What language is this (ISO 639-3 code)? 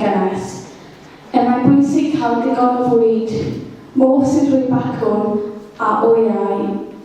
cym